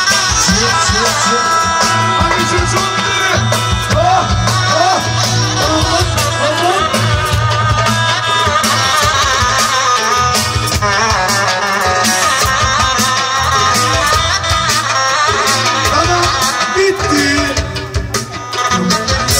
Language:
Turkish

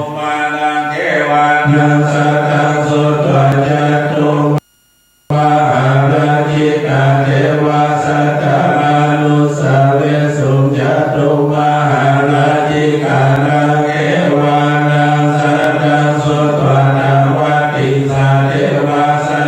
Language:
Pali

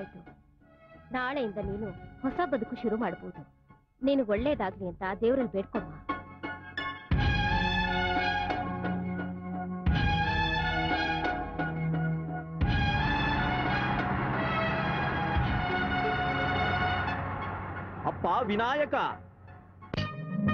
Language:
Kannada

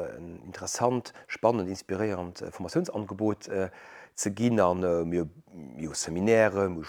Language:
Luxembourgish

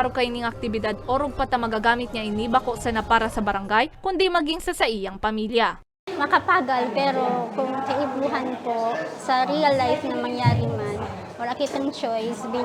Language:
Bikol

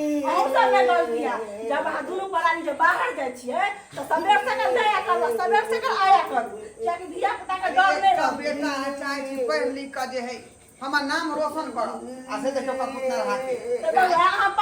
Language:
Maithili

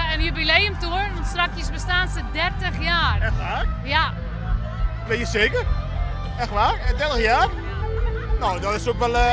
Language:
Western Frisian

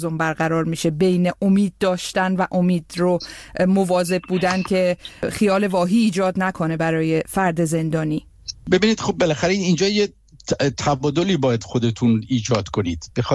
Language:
Persian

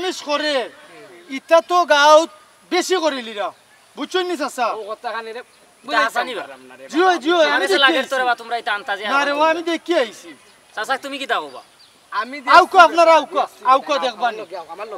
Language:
Sylheti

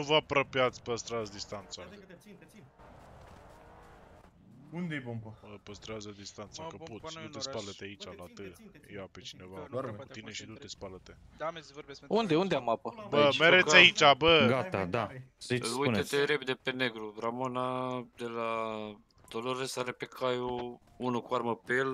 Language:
Romanian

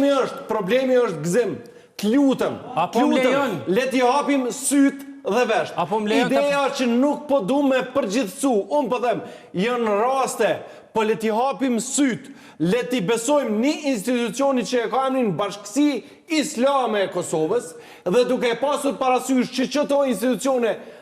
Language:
Albanian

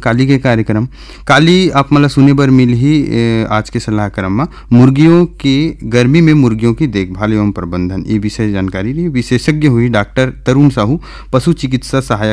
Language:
Chhattisgarhi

